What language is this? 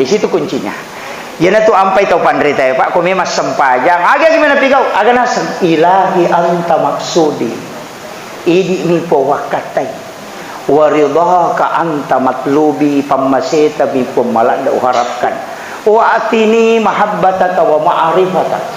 Buginese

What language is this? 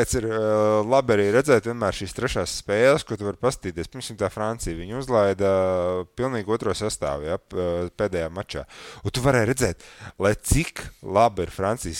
Latvian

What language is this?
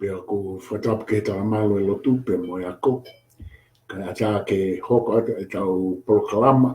Tongan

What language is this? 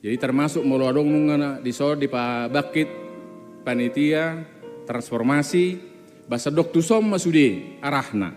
Batak Toba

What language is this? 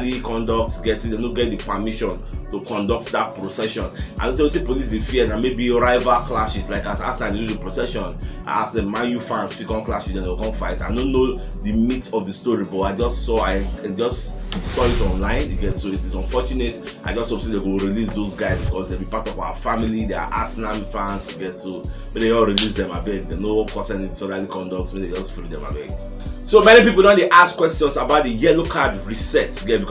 Nigerian Pidgin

